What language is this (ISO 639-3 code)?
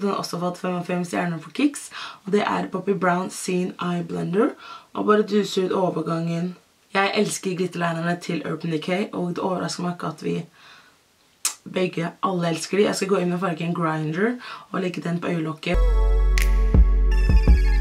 nor